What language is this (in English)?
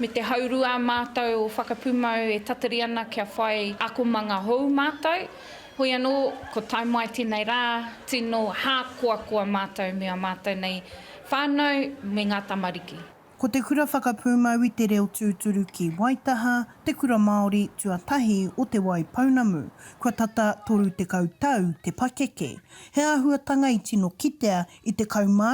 Māori